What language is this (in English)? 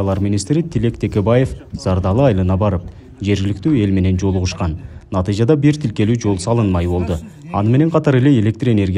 Kyrgyz